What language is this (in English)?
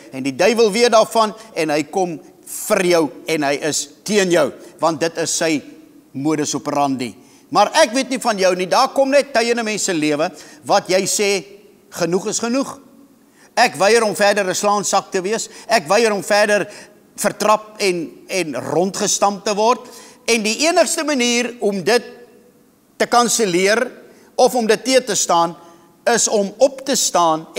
Afrikaans